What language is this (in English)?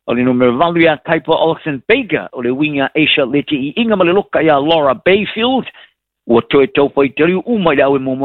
Samoan